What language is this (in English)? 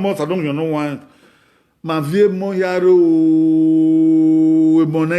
Bini